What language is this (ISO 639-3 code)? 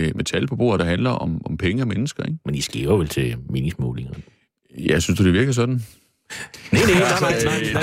dan